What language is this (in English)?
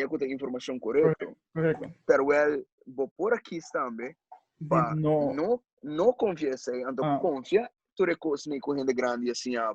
Papiamento